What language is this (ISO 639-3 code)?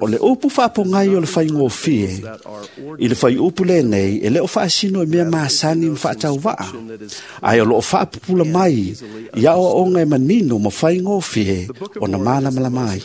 smo